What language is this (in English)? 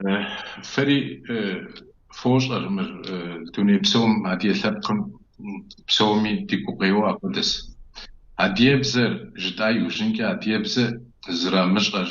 Kabardian